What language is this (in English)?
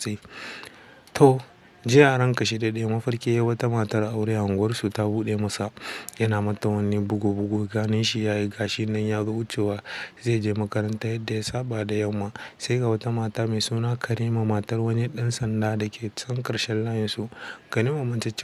Hausa